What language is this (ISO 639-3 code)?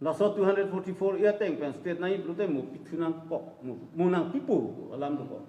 mjw